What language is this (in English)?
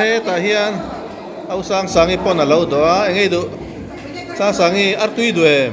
Mizo